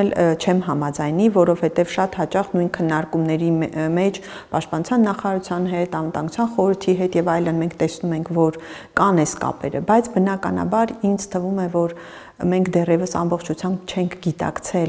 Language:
Armenian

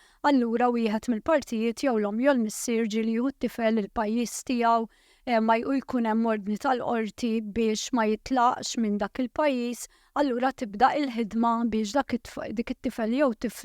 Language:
Maltese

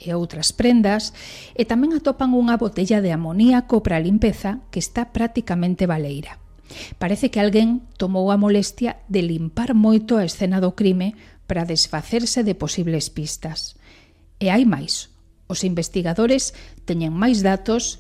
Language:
Galician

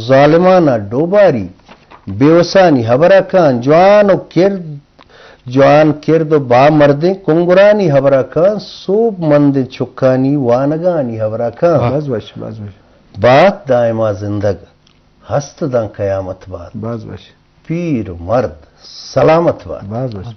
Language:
Eastern Balochi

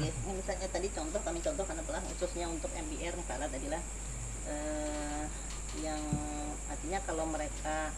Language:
Banjar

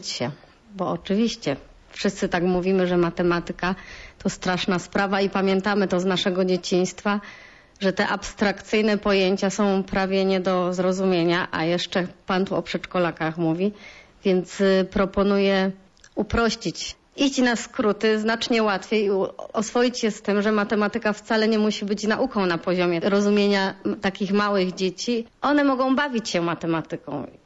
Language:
Polish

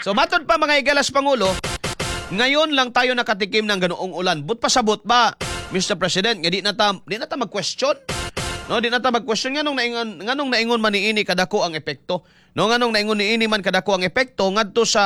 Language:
Cebuano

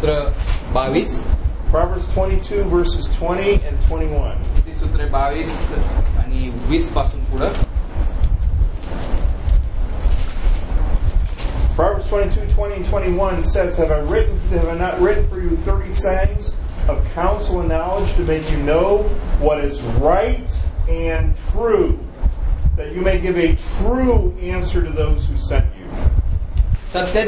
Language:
Marathi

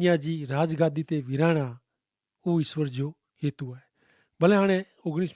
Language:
Kachhi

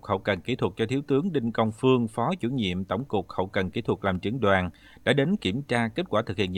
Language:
Vietnamese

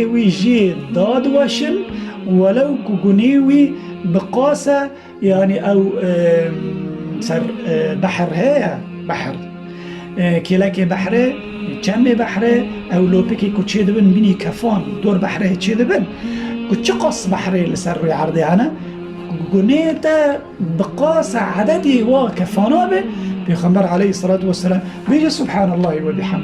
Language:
Kurdish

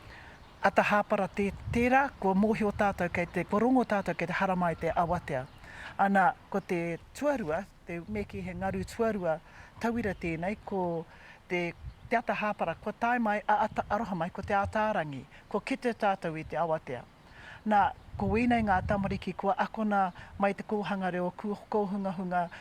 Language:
Māori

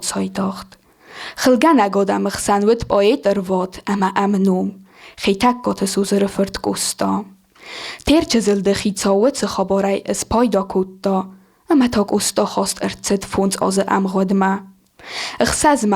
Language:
Ossetic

